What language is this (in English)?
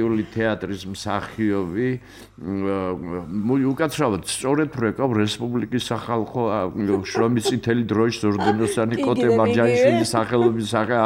Georgian